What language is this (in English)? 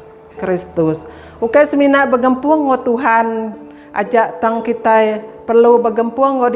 Iban